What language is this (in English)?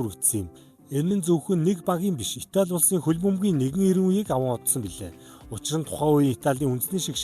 Mongolian